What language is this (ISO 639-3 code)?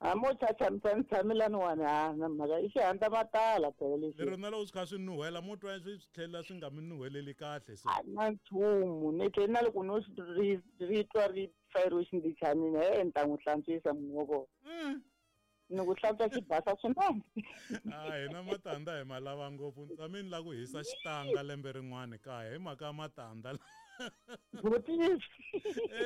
tso